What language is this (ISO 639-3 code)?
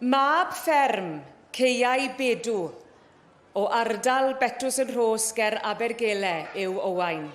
cym